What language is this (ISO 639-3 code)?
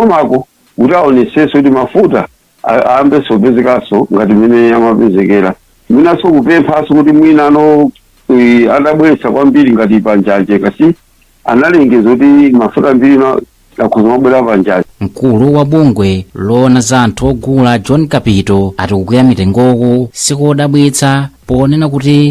nya